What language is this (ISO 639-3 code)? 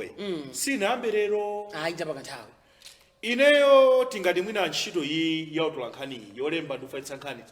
nya